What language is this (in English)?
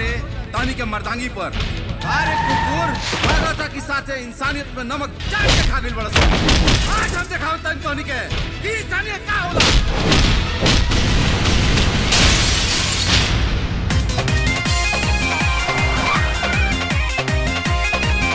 Bhojpuri